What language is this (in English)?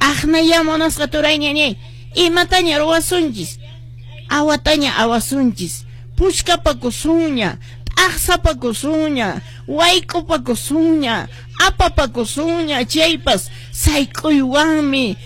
Quechua